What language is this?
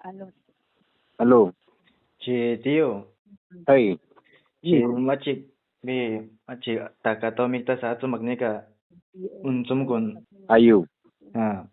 Aguaruna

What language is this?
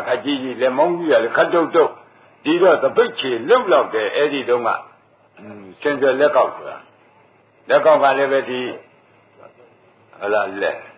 Burmese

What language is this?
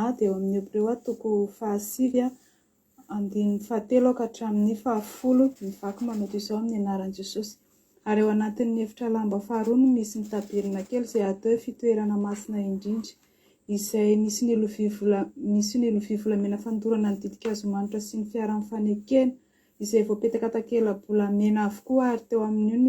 Malagasy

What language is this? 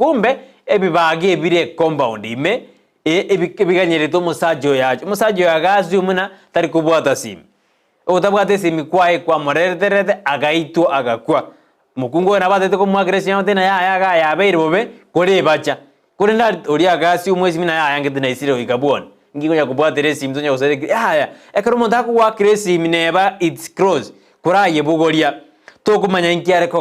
Gusii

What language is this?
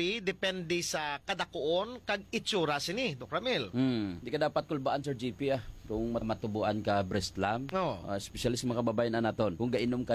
Hiligaynon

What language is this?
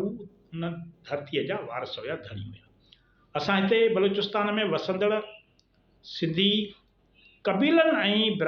Sindhi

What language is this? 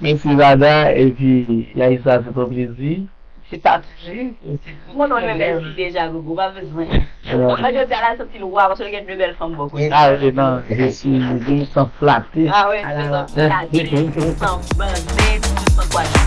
Haitian Creole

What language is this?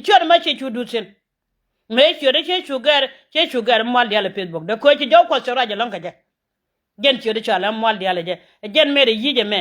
Nuer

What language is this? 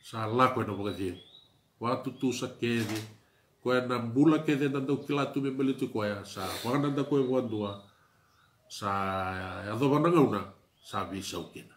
Fijian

